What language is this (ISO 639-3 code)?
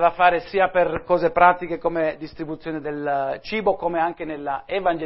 ita